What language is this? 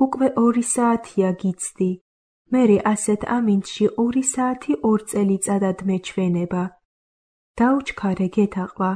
Georgian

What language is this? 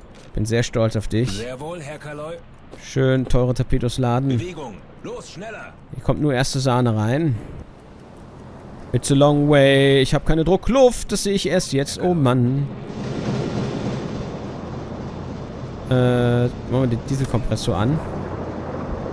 German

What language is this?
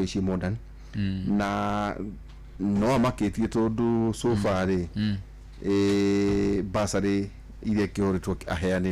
Kikuyu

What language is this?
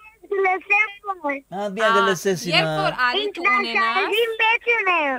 Western Armenian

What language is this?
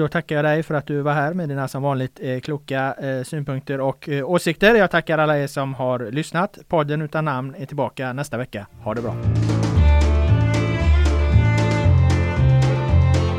Swedish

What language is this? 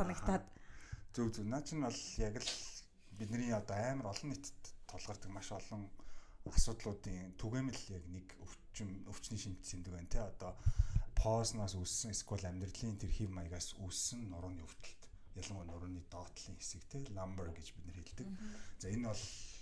Mongolian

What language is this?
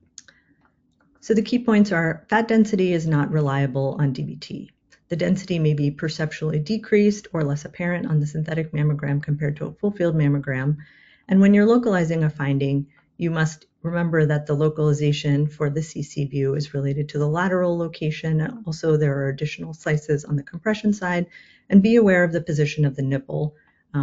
English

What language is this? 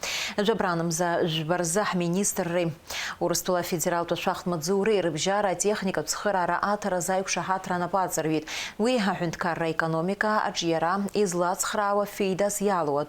Abkhazian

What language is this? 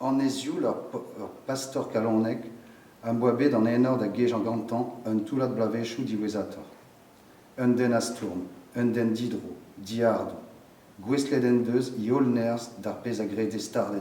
Breton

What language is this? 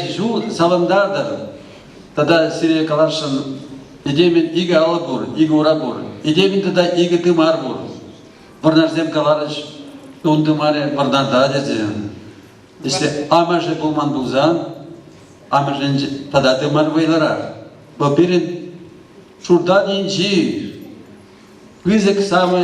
Chuvash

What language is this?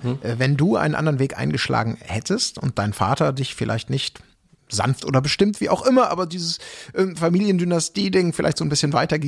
German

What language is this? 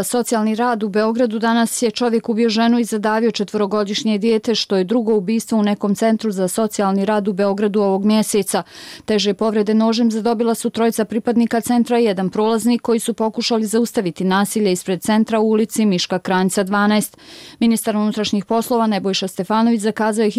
Bosnian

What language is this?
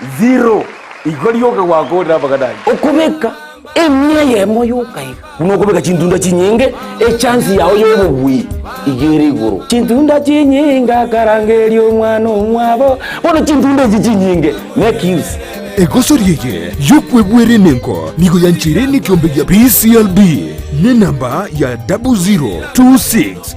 Gusii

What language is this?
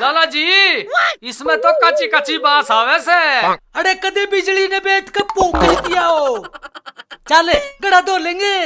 Haryanvi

